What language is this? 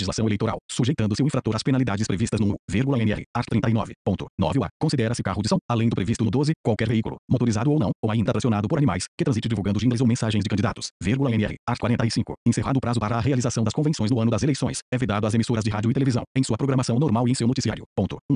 Portuguese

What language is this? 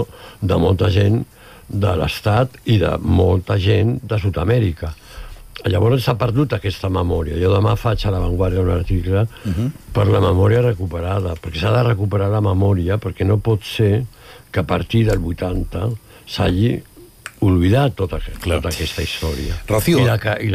Catalan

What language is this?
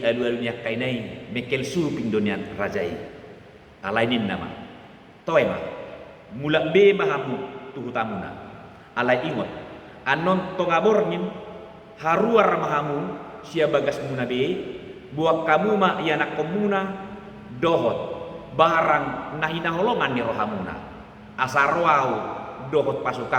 Batak Toba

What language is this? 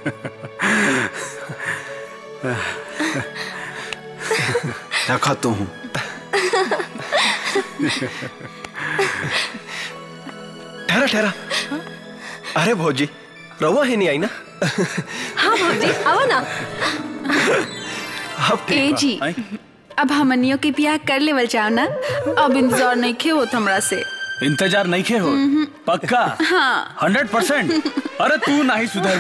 Bhojpuri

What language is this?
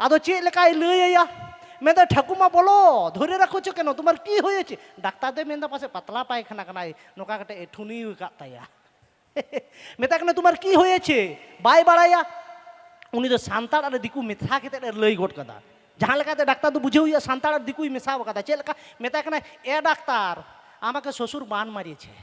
Santali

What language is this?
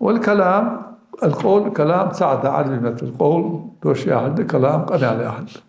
Ingush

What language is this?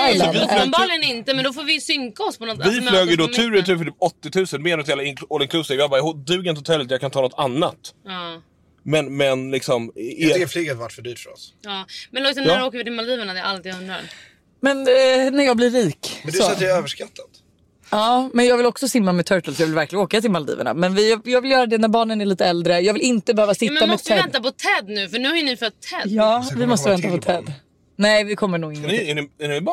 Swedish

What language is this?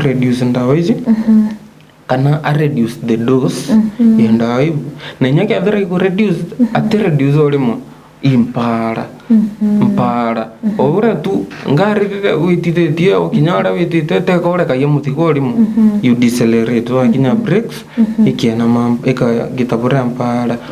Meru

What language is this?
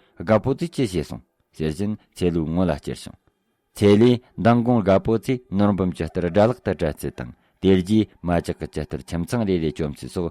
Tibetan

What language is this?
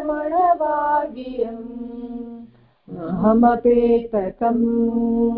Telugu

